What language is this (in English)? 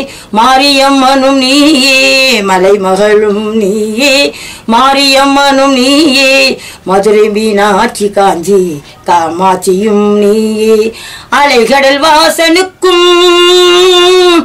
Tamil